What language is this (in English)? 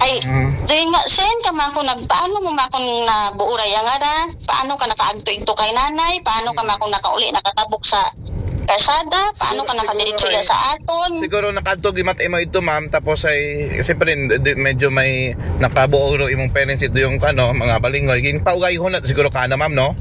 Aklanon